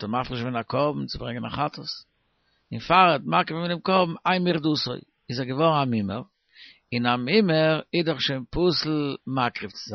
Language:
Yiddish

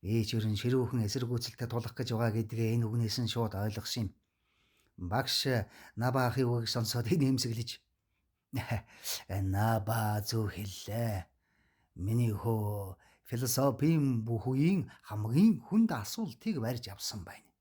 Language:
Mongolian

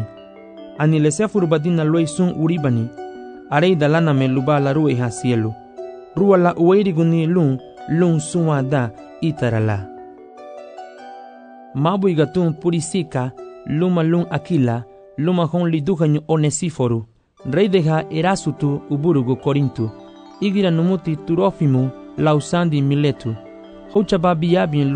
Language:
Garifuna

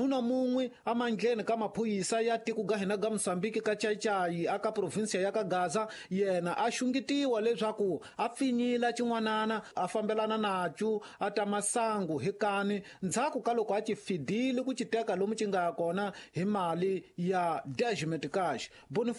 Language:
Tsonga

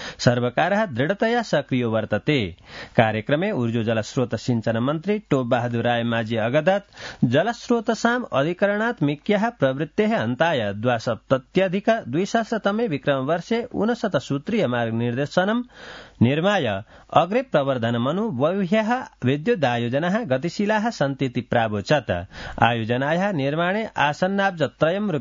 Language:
Sanskrit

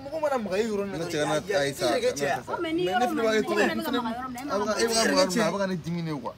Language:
Bambara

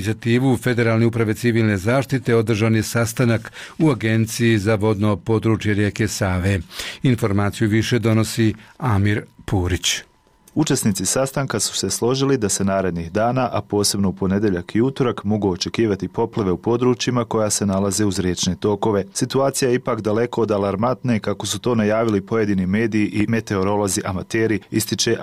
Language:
Bosnian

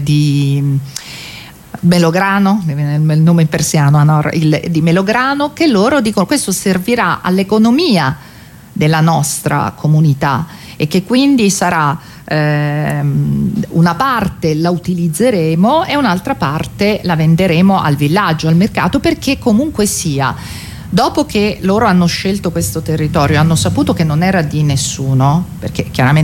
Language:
Italian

